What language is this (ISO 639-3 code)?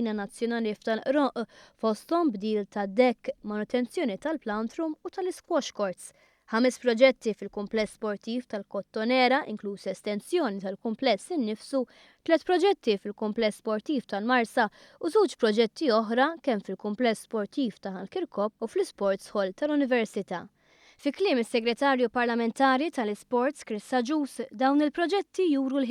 mlt